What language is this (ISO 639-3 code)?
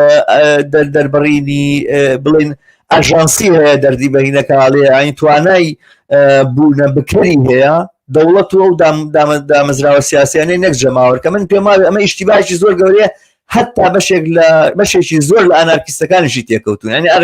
ckb